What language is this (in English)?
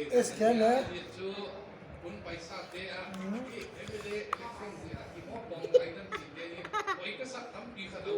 Tedim Chin